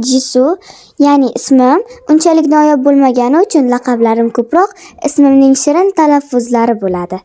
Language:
Uzbek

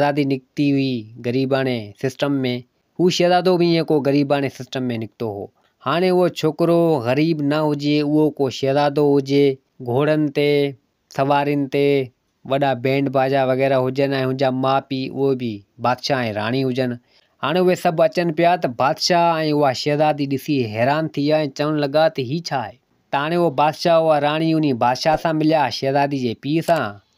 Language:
Sindhi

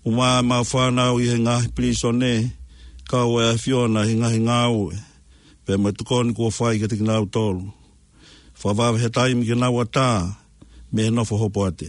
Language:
Tongan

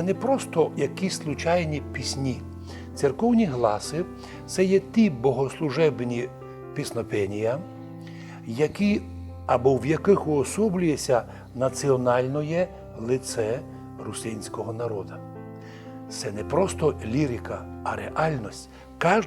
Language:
Rusyn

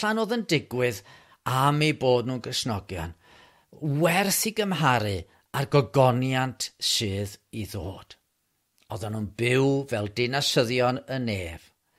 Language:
Welsh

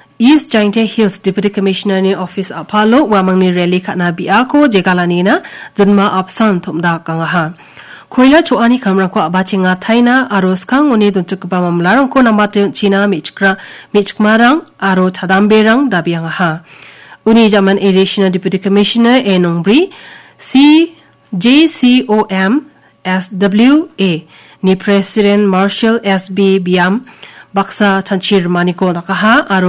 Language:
Garo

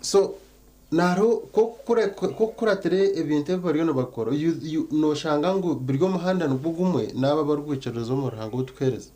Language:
Nyankole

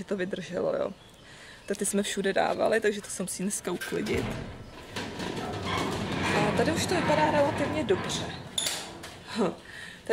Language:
Czech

